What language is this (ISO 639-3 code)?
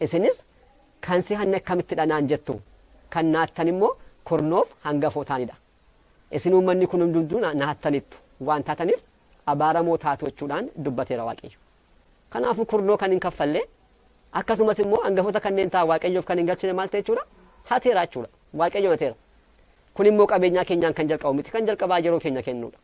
orm